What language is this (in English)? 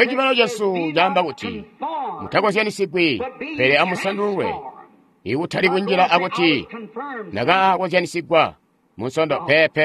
Tonga (Zambia)